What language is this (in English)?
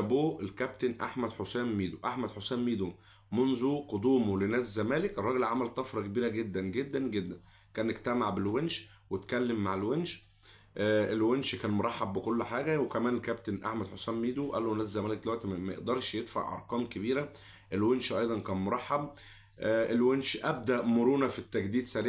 Egyptian Arabic